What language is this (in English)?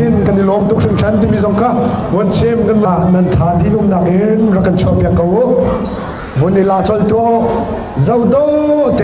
Hakha Chin